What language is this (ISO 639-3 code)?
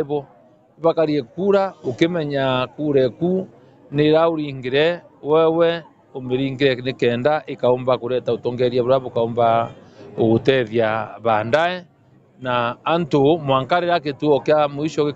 mer